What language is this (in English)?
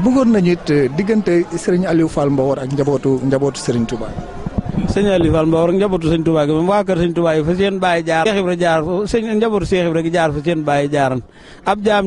Wolof